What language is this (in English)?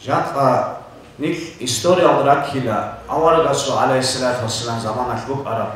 Avaric